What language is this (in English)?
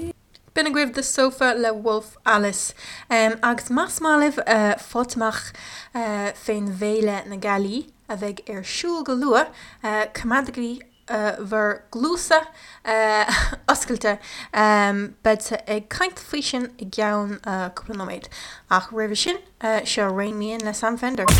Irish